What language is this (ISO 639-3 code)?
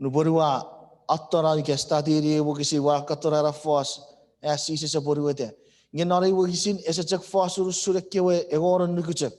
chk